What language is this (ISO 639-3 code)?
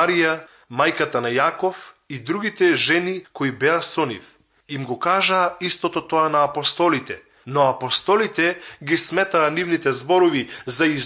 mkd